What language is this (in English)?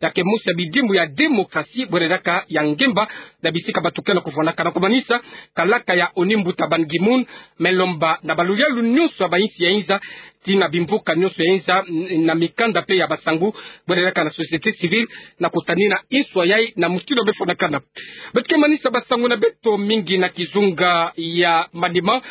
Kituba (Democratic Republic of Congo)